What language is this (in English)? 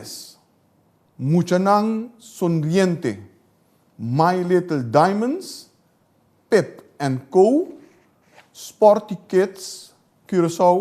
Papiamento